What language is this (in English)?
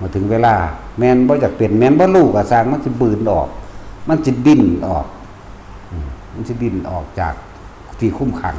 Northeastern Thai